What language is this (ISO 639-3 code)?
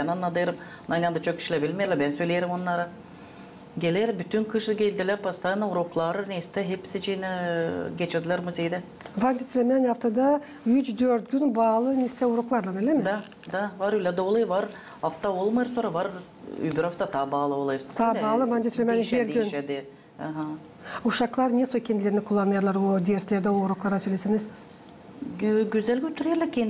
gag